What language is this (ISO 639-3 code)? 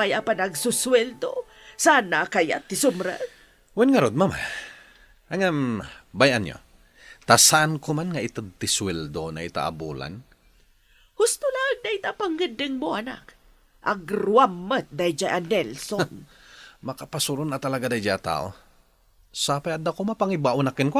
ilo